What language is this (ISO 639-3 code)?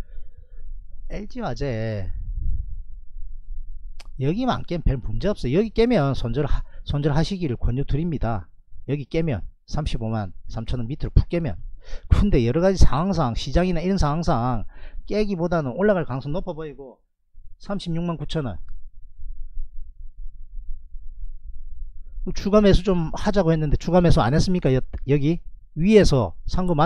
kor